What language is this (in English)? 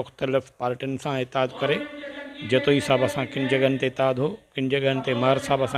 Sindhi